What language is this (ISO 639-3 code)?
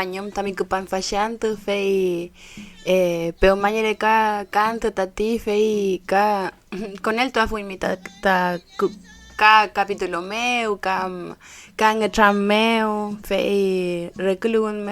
arn